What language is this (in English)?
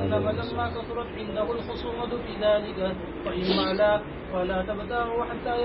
Urdu